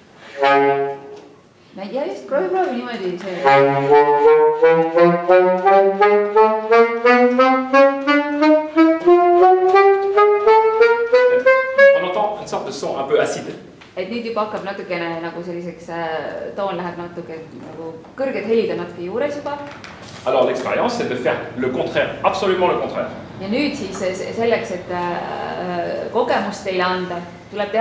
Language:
Estonian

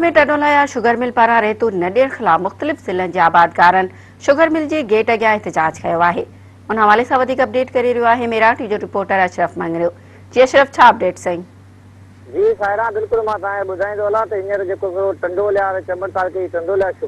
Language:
Sindhi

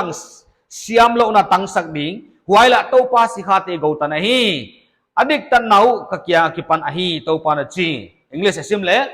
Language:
Paite Chin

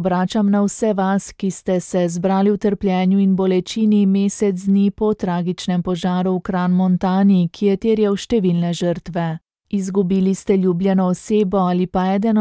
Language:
Slovenian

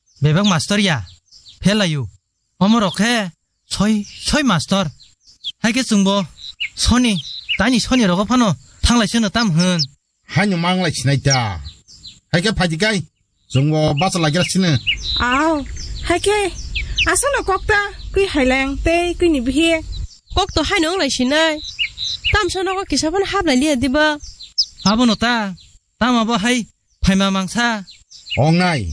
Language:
Kok Borok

